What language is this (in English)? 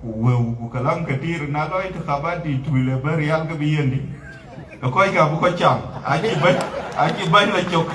Dinka